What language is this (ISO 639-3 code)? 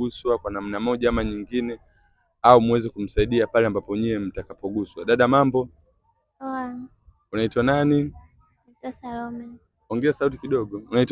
swa